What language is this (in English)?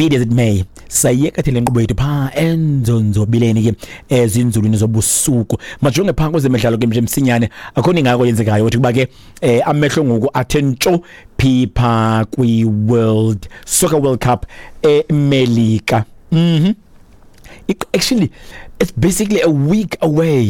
Xhosa